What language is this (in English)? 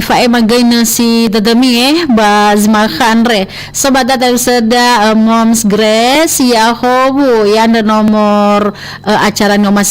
Nias